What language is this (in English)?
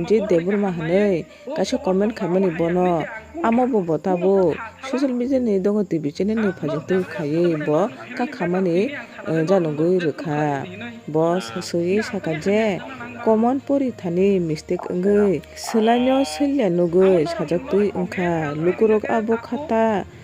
Kok Borok